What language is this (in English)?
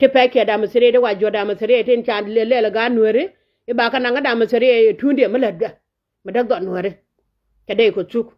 Nuer